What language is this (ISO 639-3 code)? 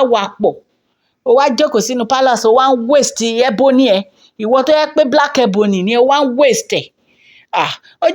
yor